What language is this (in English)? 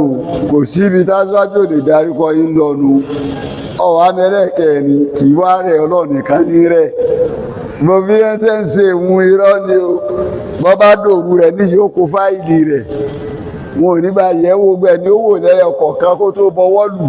Yoruba